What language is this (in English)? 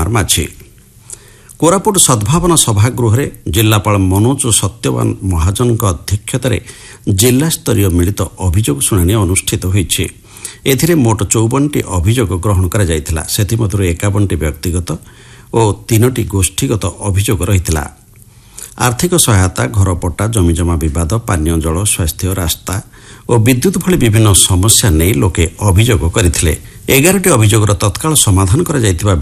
Odia